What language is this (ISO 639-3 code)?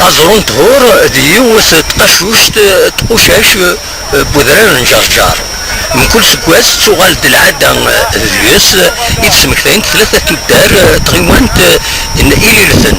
kab